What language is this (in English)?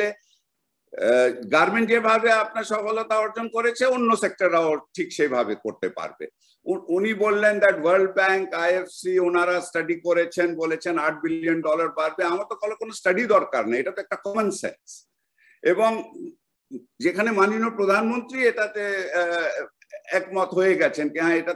Bangla